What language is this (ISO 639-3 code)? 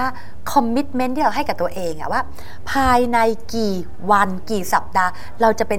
tha